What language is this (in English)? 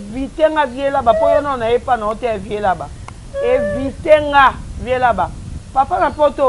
Lingala